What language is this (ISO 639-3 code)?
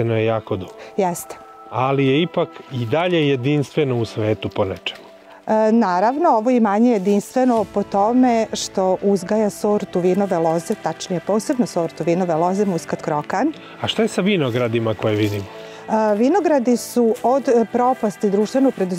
srp